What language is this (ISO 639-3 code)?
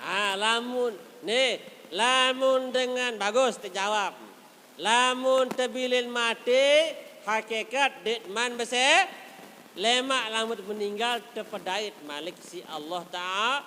sas